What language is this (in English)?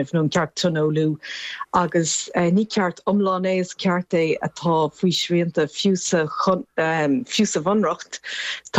Irish